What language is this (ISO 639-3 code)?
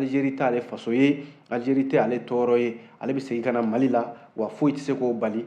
bam